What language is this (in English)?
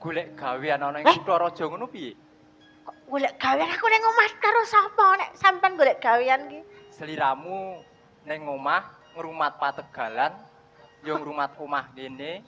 Javanese